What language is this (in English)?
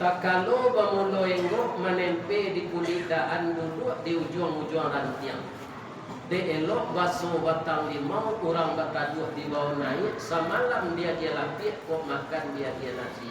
Minangkabau